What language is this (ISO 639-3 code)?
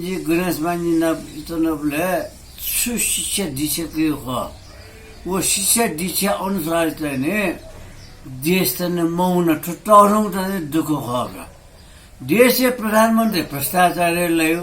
new